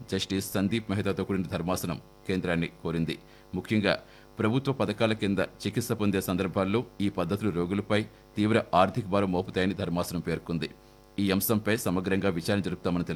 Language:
Telugu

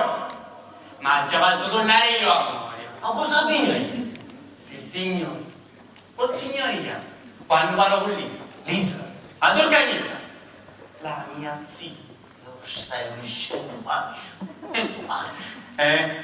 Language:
Sicilian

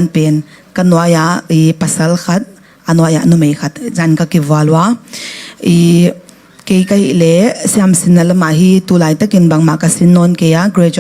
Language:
Tedim Chin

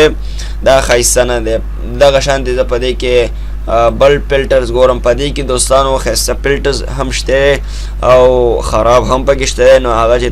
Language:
Pashto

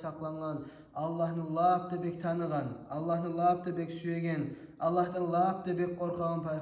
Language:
Kumyk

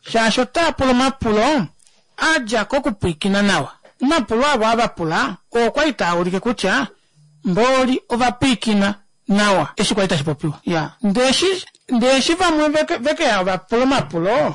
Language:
Kuanyama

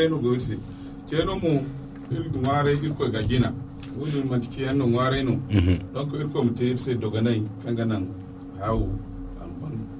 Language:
Zarma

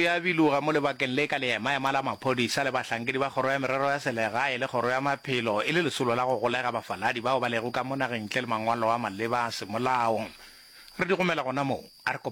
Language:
Northern Sotho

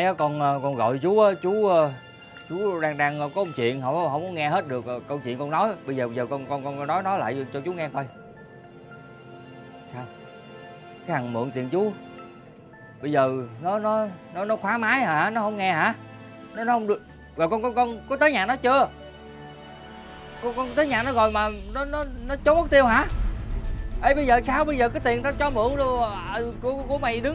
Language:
Vietnamese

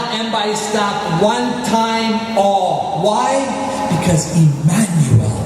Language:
Tok Pisin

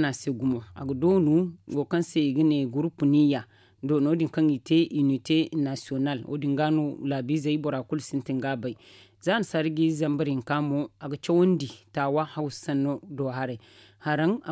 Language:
Zarma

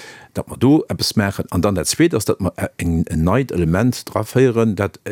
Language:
Luxembourgish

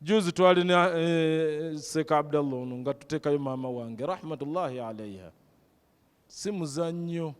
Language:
Ganda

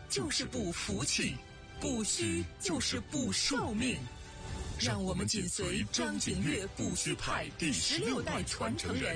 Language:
Chinese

